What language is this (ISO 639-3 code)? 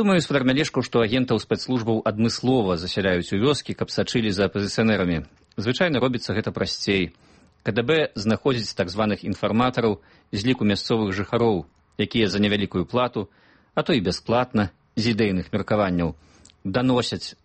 bel